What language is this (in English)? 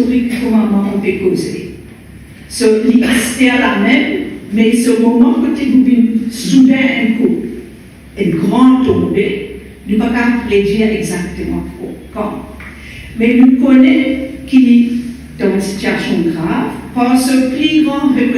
Morisyen